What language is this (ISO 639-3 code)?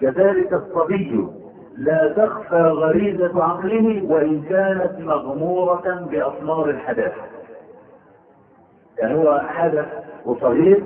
ara